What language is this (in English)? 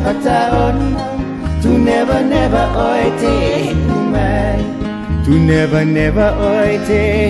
Hawaiian